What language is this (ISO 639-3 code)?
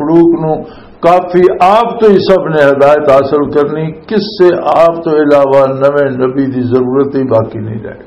lah